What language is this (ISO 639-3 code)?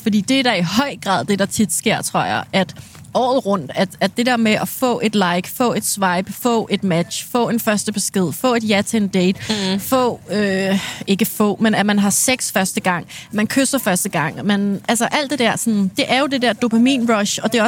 dan